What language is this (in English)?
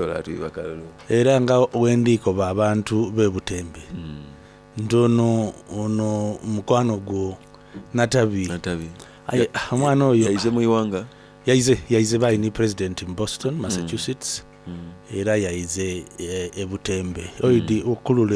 Soga